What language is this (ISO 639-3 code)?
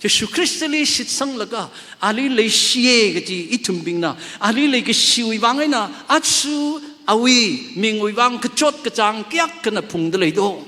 nmf